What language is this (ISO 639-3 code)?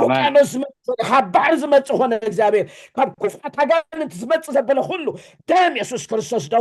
tir